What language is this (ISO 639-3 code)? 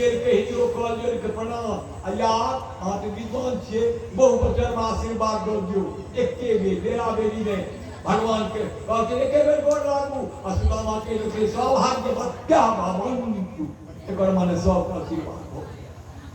mai